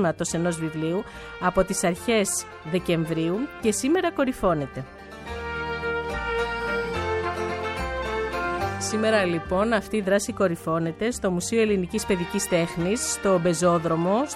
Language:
Greek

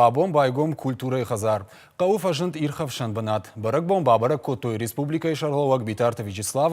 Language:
Ossetic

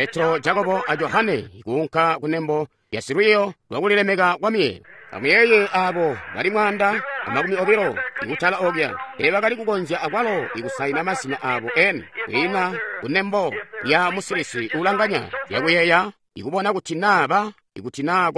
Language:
Tonga (Zambia)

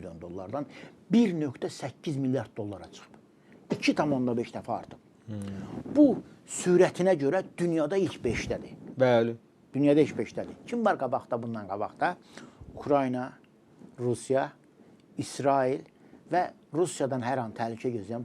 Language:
Azerbaijani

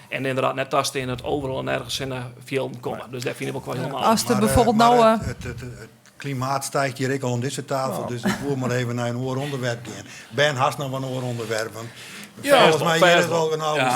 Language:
Western Frisian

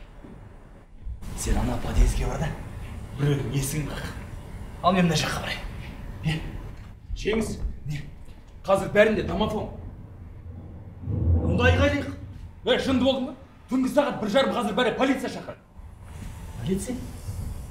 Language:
Kazakh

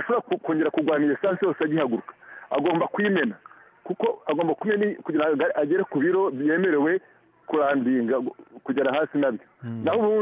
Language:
Kinyarwanda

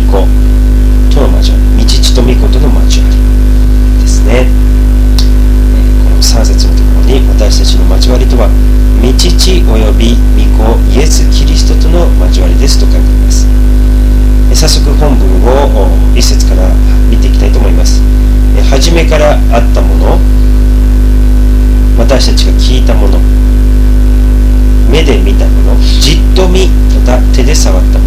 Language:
Japanese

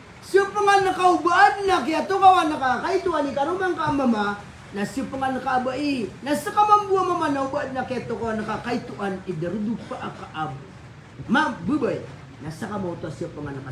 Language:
Maranao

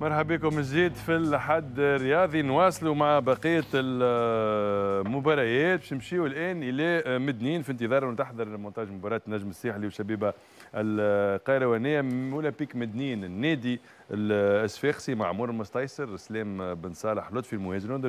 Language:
Tunisian Arabic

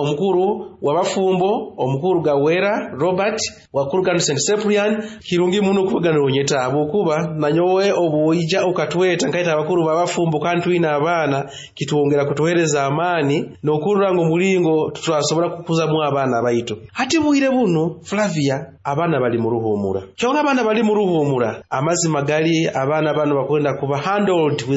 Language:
Nyoro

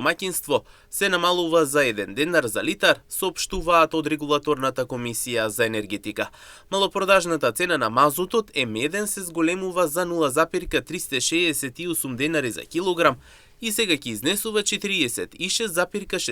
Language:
Macedonian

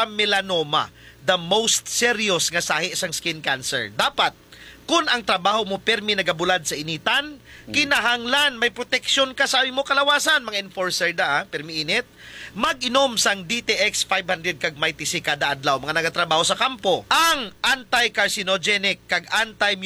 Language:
Hiligaynon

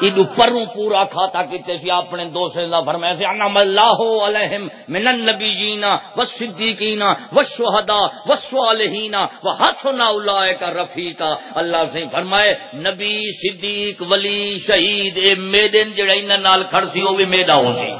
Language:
Saraiki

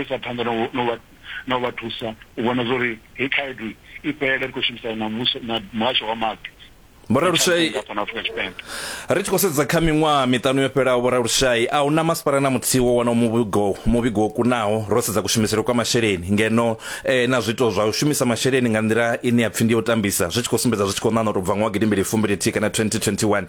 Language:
Venda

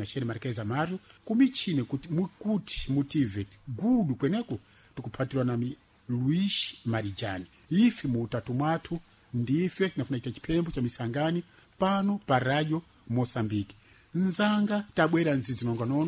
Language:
Sena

